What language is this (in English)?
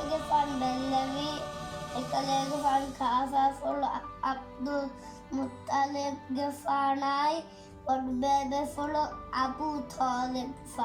Divehi